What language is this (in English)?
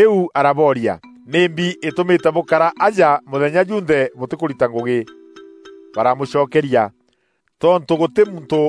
Meru